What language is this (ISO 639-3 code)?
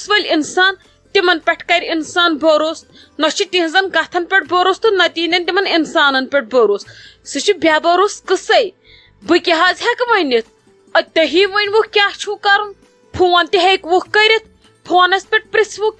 kas